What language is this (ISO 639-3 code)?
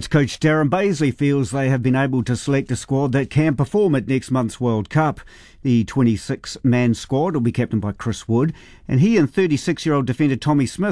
eng